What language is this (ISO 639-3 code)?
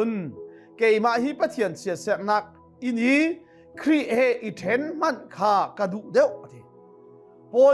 cnh